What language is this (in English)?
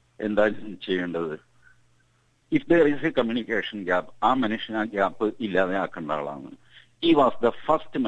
Malayalam